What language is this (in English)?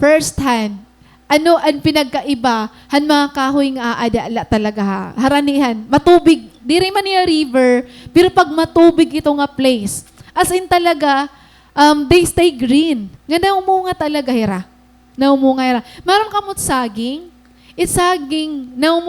Waray